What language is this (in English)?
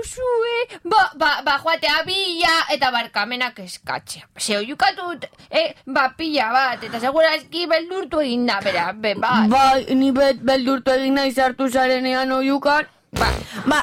Basque